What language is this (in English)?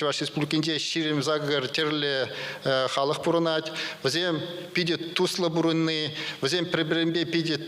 Chuvash